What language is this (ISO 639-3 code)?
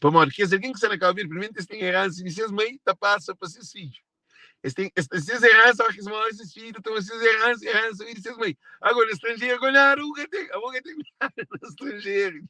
kea